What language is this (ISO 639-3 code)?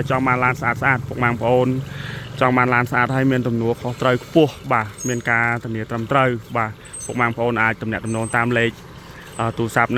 khm